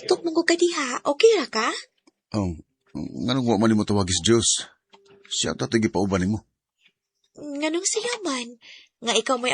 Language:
Cebuano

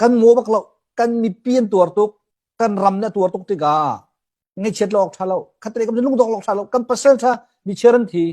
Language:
Hakha Chin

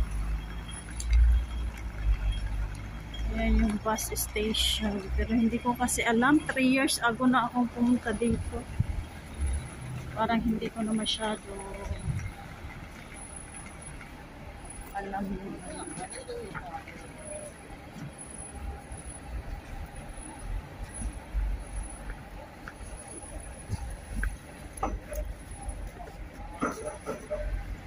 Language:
Filipino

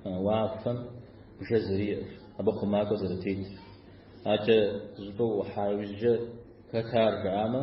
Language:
Kabardian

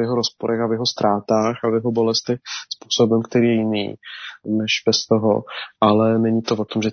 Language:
Czech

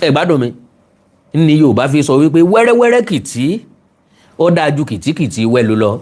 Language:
Yoruba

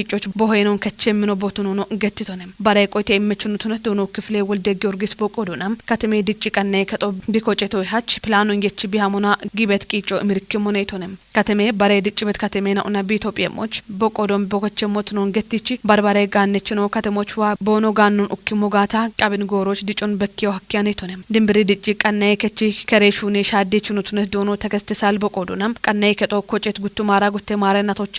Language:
Kafa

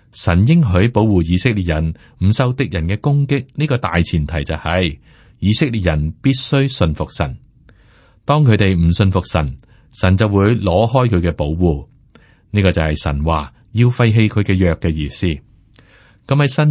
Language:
Cantonese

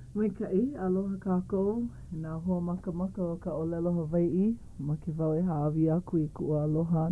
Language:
Hawaiian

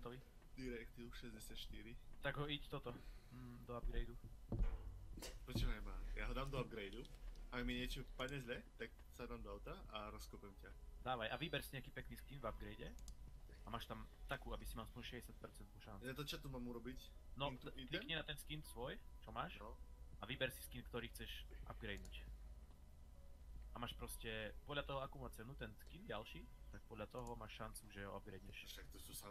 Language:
Slovak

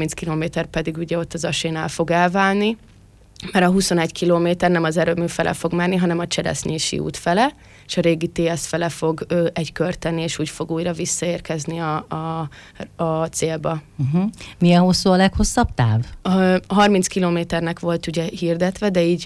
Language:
Hungarian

